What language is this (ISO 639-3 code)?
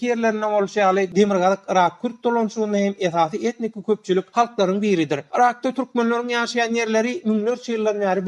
tuk